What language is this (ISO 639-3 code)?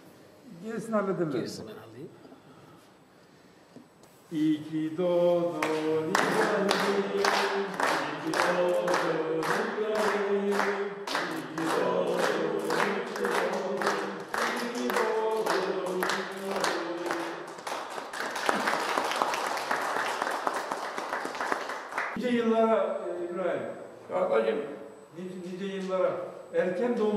tur